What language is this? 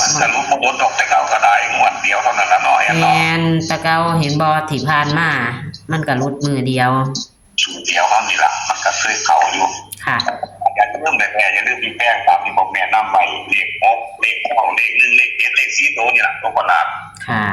Northeastern Thai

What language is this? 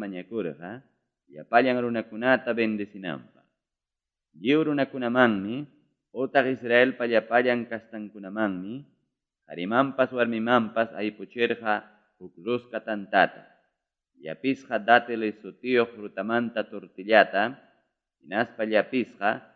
Ayacucho Quechua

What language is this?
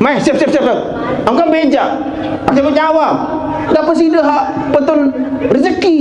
Sasak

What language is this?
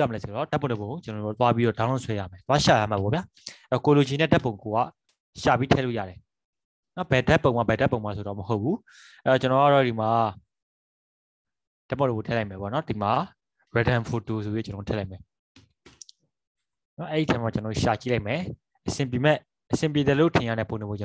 Burmese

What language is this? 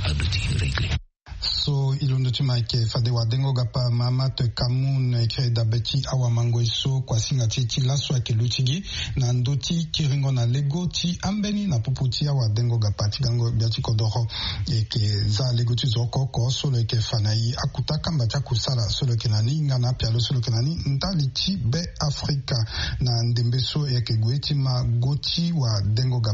Sango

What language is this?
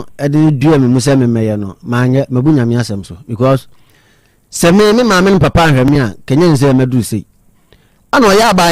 Akan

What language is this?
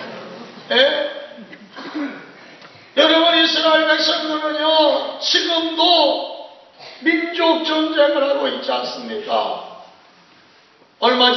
Korean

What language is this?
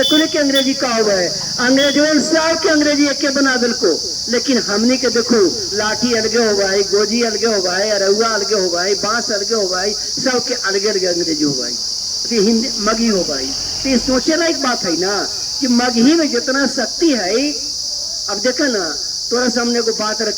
Magahi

